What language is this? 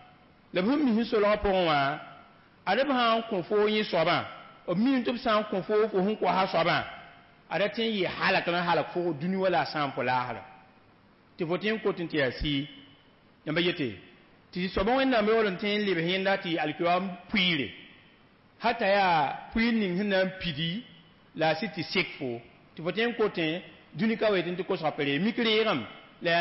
Mossi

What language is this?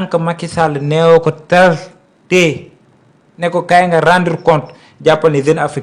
Wolof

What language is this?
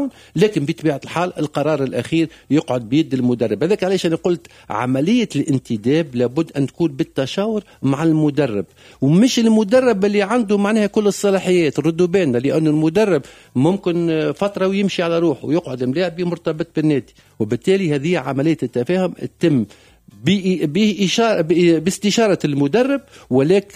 Tunisian Arabic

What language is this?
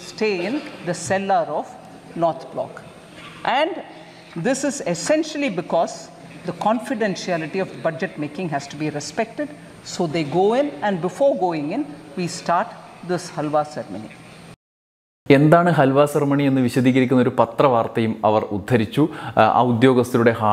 Malayalam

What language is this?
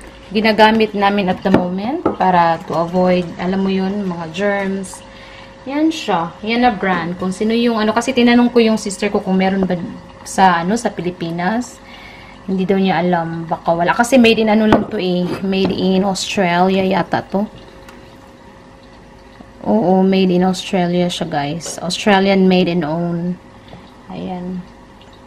Filipino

